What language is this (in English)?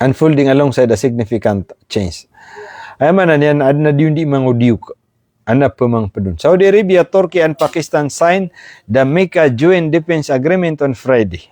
Maranao